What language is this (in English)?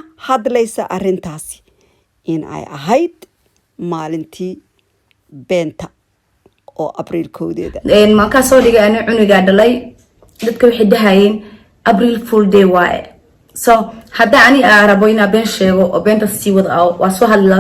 Somali